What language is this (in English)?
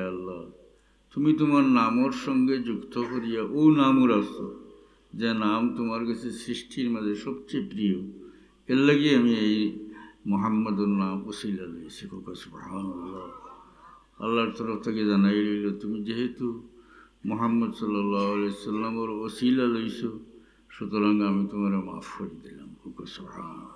Sylheti